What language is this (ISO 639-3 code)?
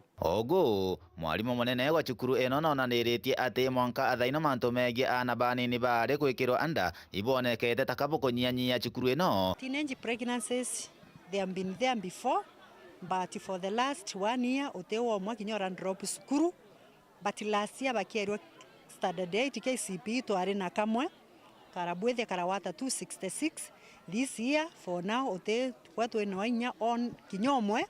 mer